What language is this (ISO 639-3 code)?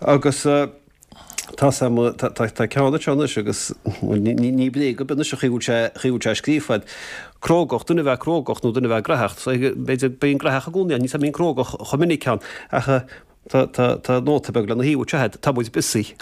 gle